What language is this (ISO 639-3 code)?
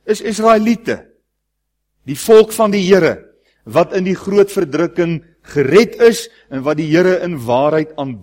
afr